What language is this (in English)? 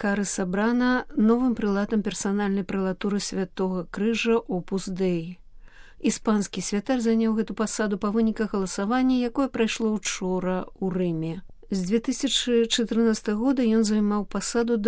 Belarusian